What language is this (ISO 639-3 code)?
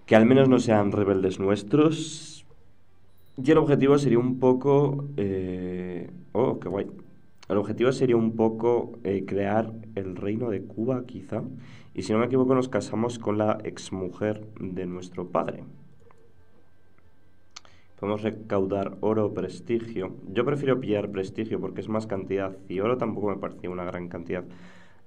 spa